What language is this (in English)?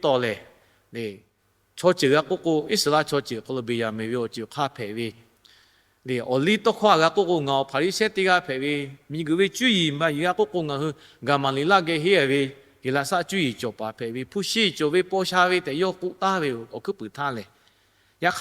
Lahu